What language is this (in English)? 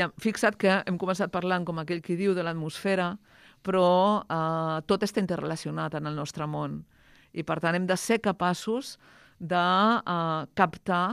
Catalan